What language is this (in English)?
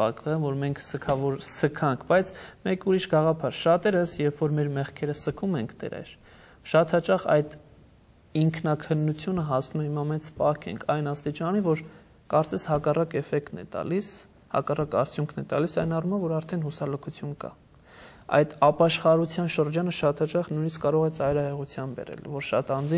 Armenian